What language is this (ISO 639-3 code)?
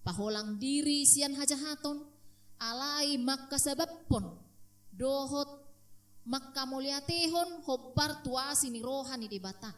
bbc